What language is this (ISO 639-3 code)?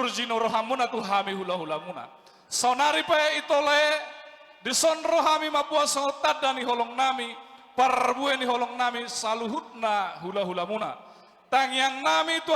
bbc